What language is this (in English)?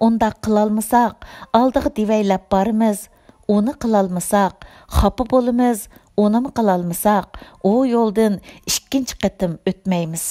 Uyghur